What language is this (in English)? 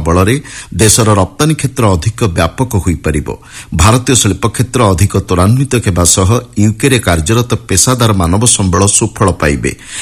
Odia